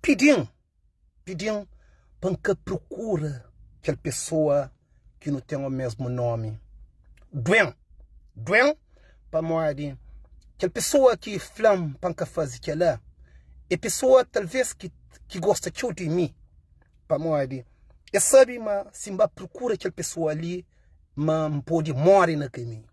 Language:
Kabuverdianu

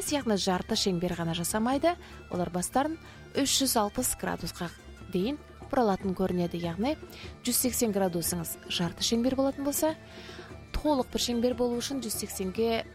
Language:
Kazakh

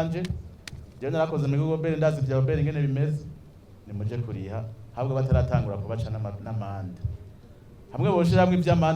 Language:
Rundi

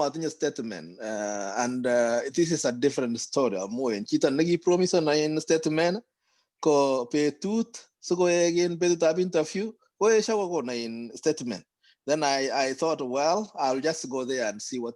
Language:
Kalenjin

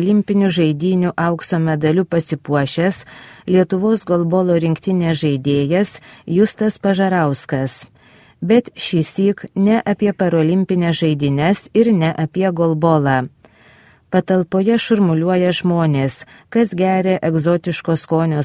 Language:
Lithuanian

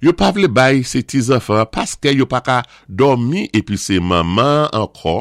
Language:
Saint Lucian Creole French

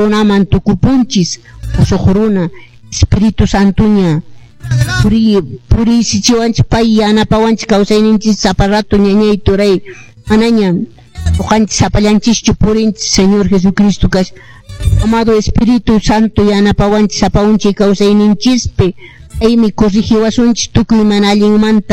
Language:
Quechua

